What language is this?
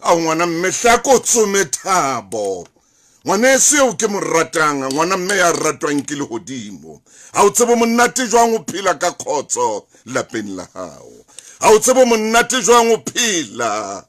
Southern Sotho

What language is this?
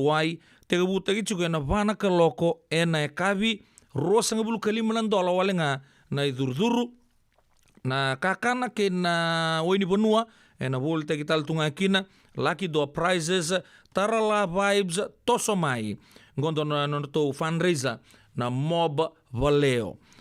Fijian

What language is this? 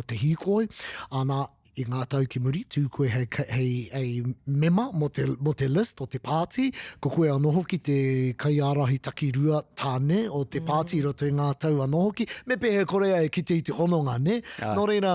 Māori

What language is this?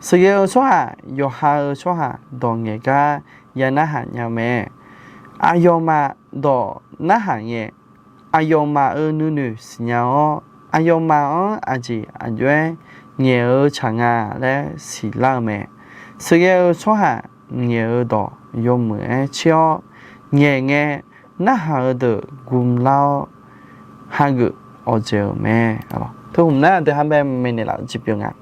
Akha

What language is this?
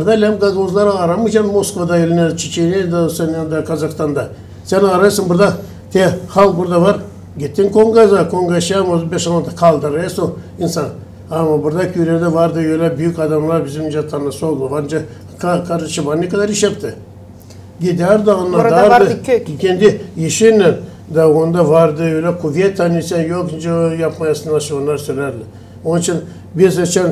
Gagauz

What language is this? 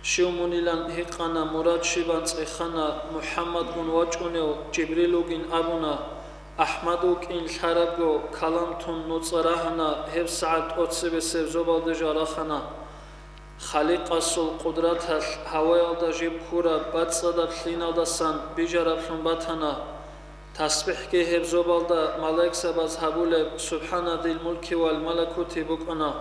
Avaric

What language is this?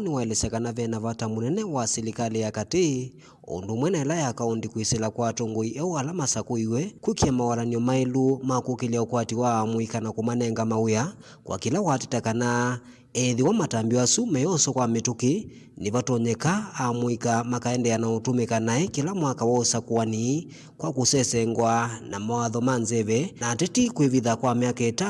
Kamba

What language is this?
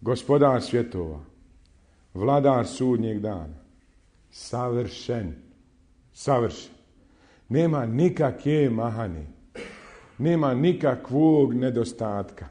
Bosnian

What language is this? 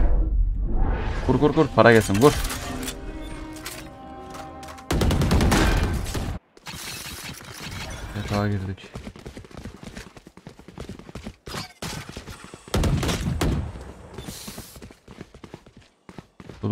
Turkish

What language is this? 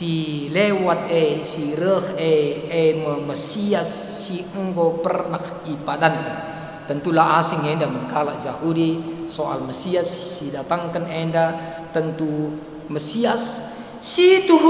Batak Karo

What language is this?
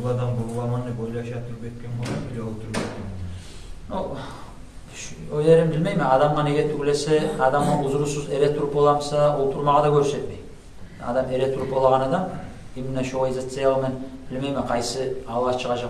Kumyk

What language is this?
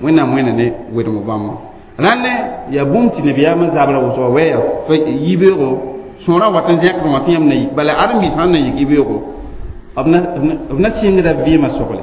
Mossi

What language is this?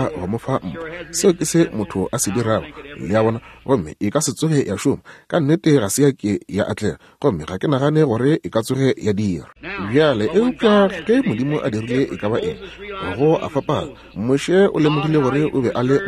Northern Sotho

